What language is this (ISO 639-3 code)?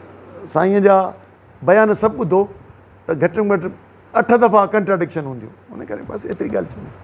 snd